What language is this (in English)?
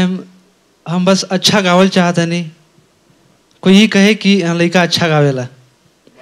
Bhojpuri